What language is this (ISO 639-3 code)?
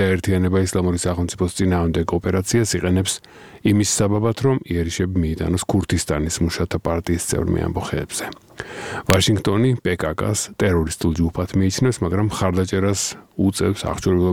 kat